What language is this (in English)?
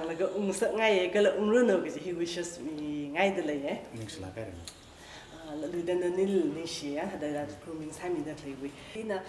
Tangkhul Naga (India)